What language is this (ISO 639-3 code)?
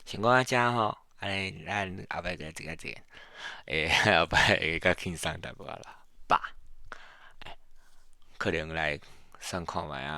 nan